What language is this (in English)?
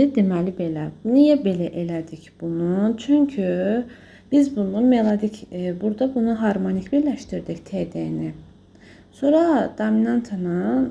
Azerbaijani